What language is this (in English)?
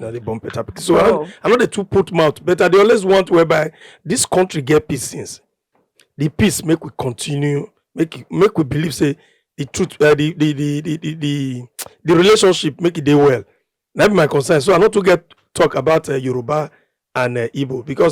Nigerian Pidgin